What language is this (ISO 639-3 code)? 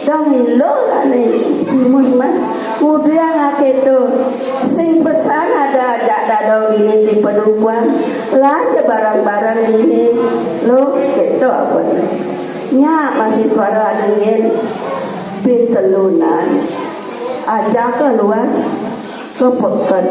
ban